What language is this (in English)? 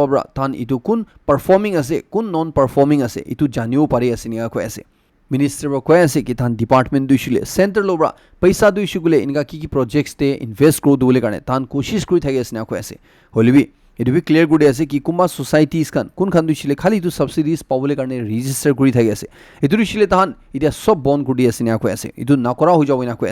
Naga Pidgin